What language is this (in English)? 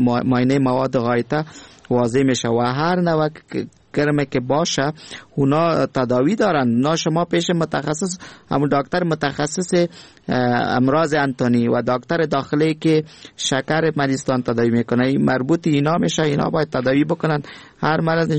Persian